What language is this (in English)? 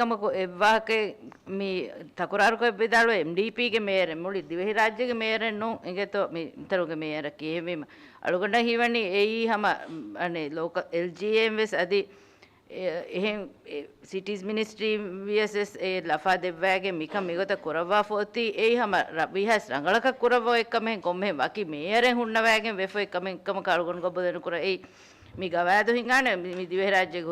Divehi